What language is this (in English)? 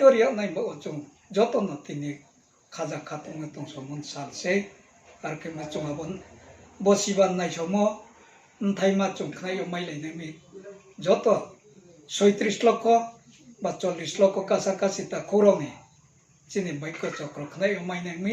Riang (India)